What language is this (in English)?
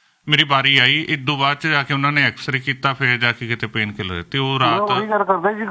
Punjabi